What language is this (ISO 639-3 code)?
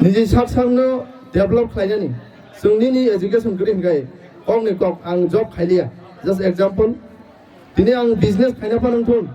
trp